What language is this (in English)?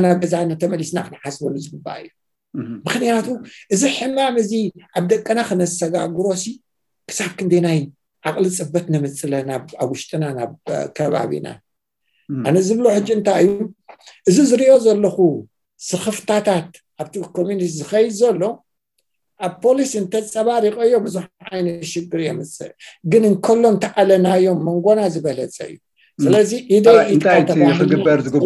Tigrinya